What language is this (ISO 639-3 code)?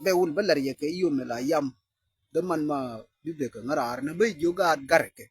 nus